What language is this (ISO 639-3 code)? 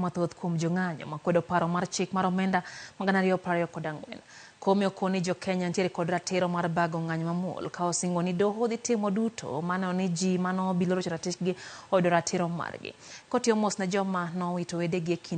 luo